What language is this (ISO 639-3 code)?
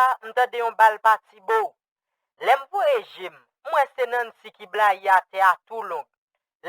hat